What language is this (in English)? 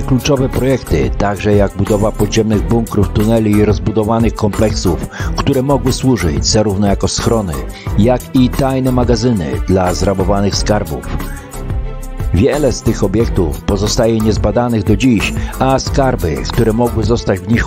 Polish